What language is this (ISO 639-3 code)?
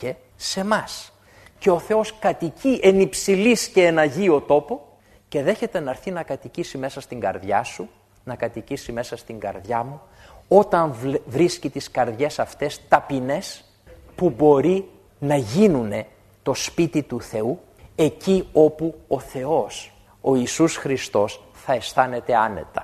ell